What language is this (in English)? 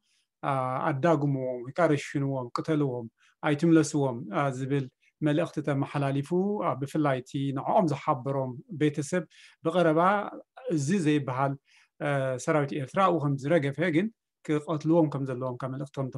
Tigrinya